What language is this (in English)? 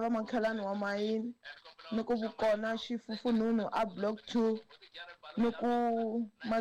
Tsonga